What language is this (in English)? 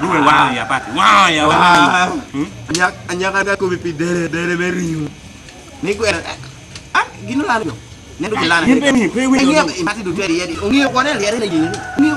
Lango (Uganda)